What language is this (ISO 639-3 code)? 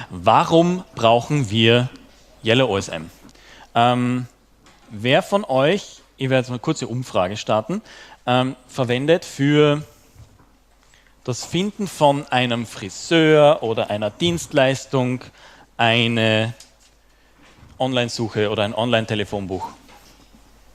deu